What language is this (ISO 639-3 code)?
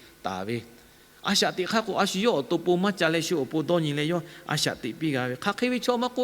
lhu